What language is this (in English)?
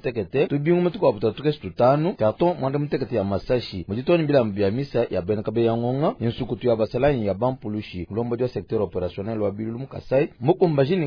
Luba-Lulua